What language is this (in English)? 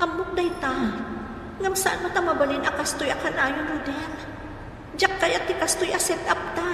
Iloko